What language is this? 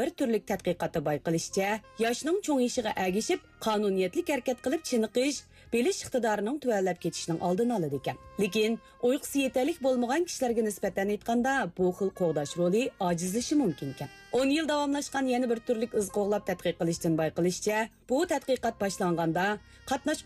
Uyghur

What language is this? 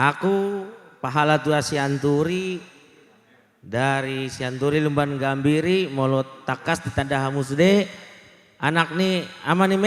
Batak Toba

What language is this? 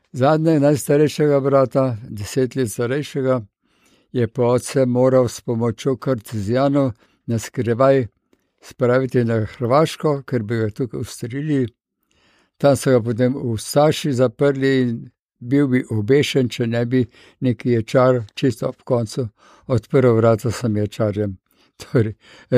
Slovenian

